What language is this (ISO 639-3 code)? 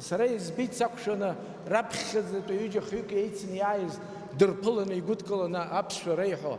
abk